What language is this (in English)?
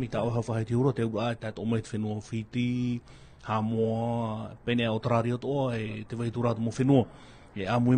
Tahitian